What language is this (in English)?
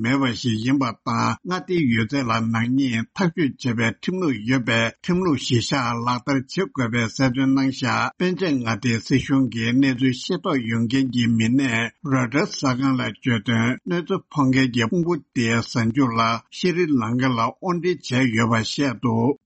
Tibetan